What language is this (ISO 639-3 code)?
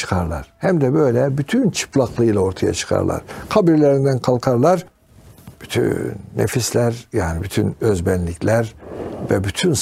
tur